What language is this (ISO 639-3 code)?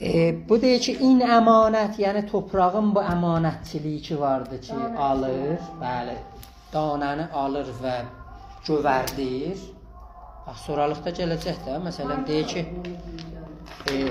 azb